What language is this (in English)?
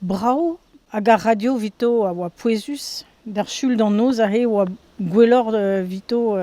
Breton